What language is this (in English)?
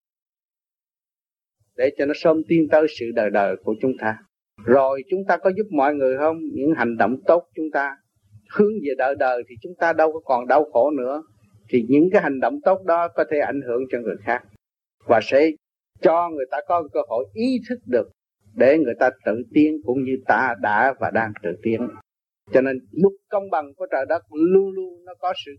Vietnamese